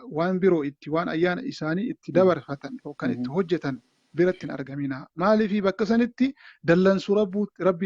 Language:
Oromo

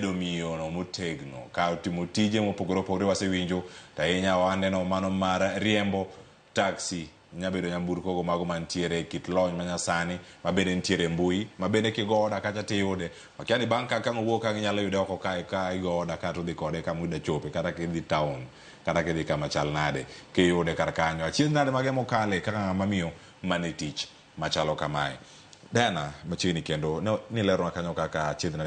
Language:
Luo (Kenya and Tanzania)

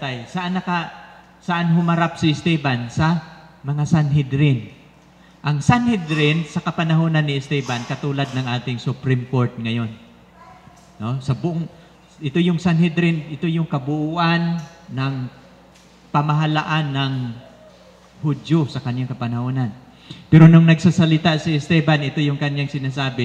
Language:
Filipino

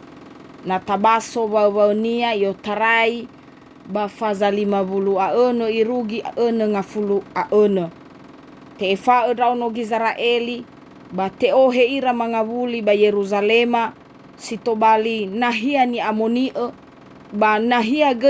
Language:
Nias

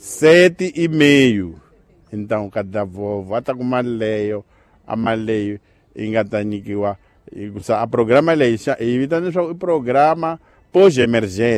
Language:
Tsonga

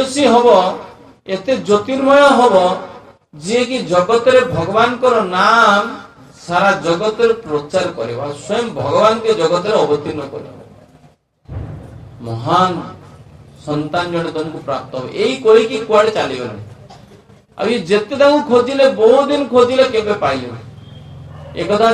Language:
Odia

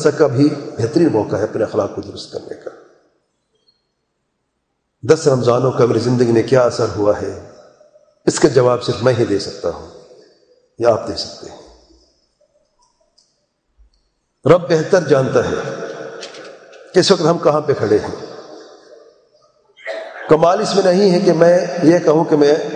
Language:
Urdu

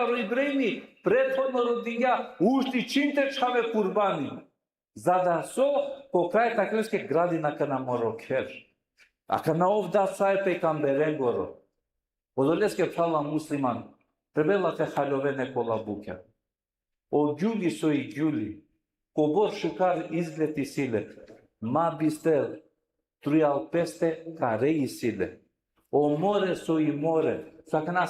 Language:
Balkan Romani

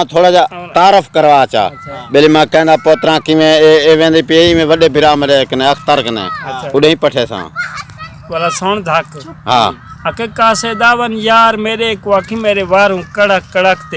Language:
Saraiki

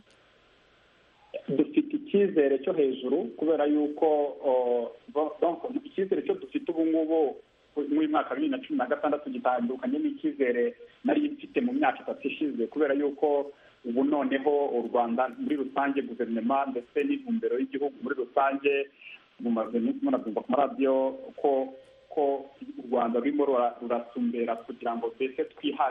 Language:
Kinyarwanda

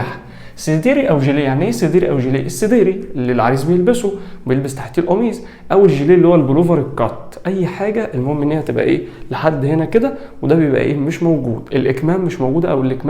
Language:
Egyptian Arabic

